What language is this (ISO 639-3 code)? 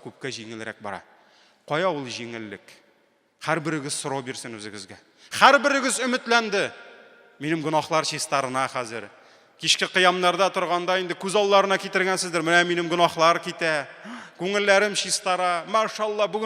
tat